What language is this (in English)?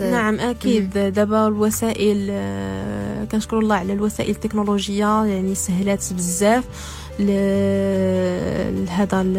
Moroccan Arabic